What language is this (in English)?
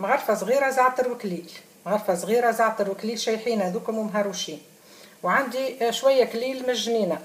Tunisian Arabic